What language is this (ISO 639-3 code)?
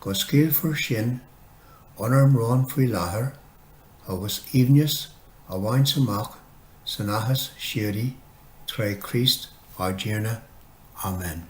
gle